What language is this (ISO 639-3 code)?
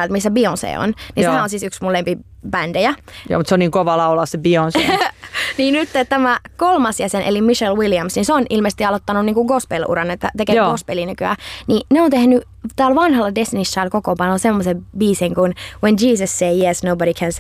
fin